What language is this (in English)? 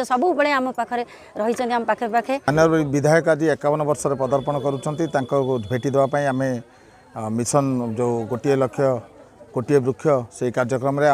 Odia